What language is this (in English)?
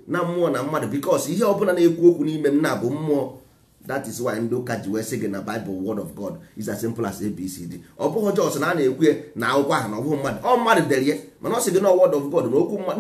Igbo